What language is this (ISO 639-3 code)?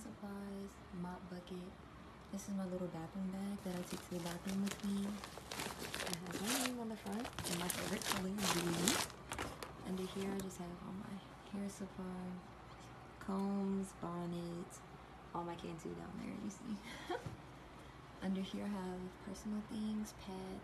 eng